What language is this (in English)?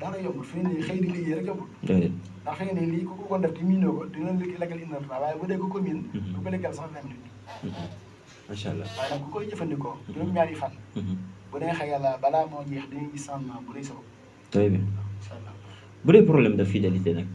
Wolof